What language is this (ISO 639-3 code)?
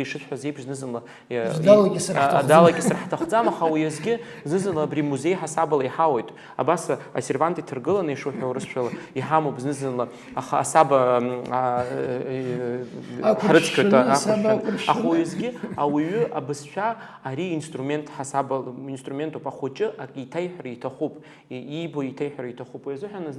abk